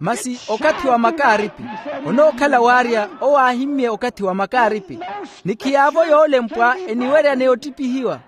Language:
Makhuwa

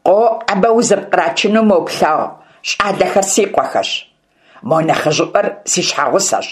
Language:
Kabardian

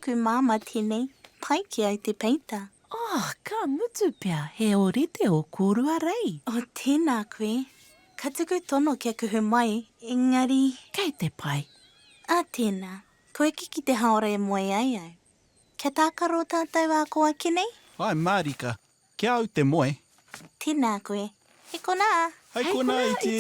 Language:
Māori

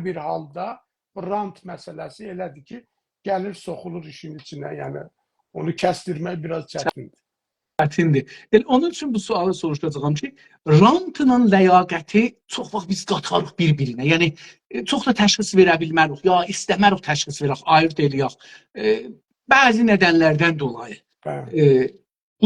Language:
South Azerbaijani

